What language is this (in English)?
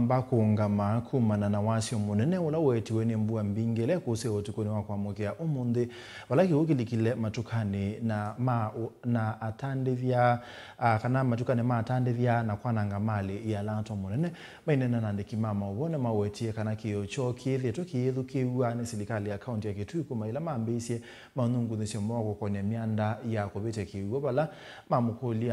Kamba